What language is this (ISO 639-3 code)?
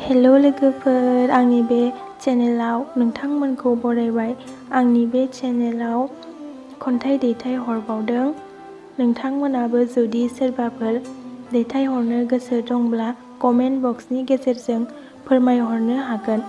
brx